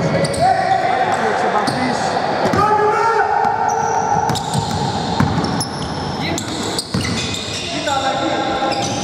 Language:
Greek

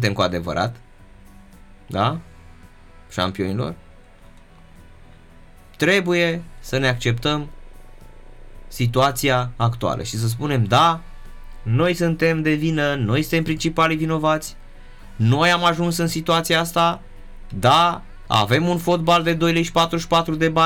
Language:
Romanian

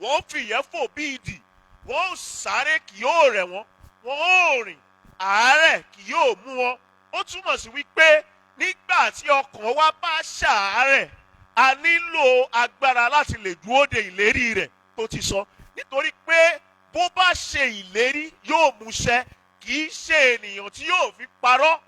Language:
Yoruba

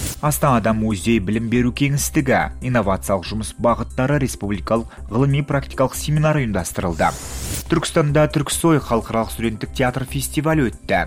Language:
Kazakh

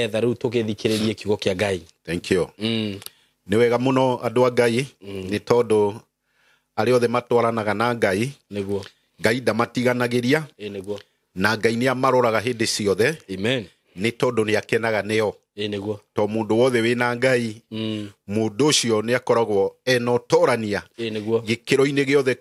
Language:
Kikuyu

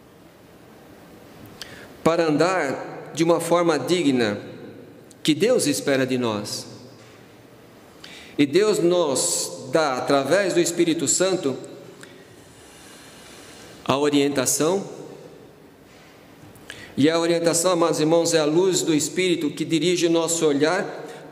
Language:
Portuguese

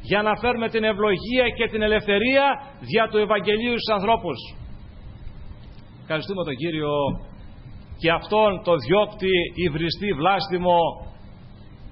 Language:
Greek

